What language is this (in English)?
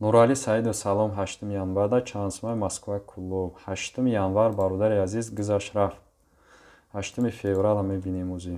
Tajik